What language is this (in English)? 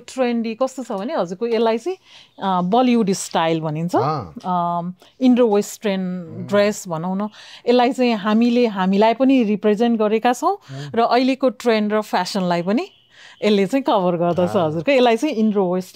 Nepali